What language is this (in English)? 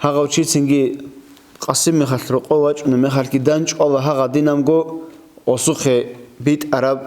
Avaric